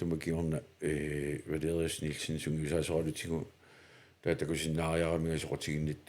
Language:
Kalaallisut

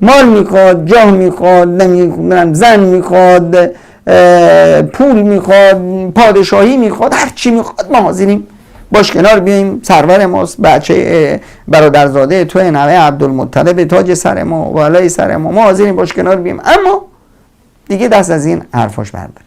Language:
Persian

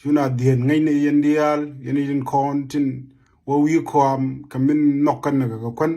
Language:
Nuer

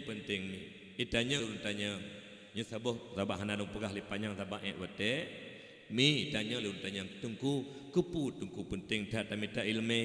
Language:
Achinese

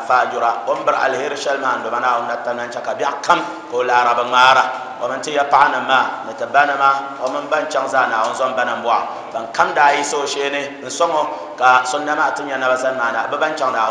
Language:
Dagbani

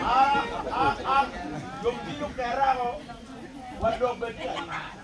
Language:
Acoli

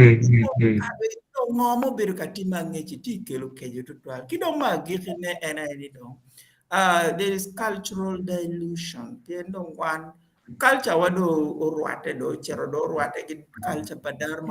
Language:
Acoli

